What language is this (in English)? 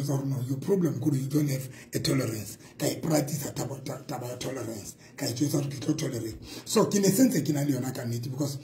Southern Sotho